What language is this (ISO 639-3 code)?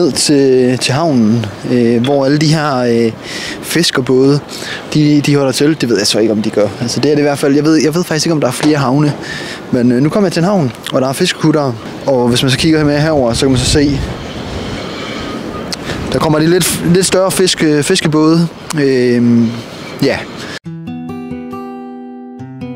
dan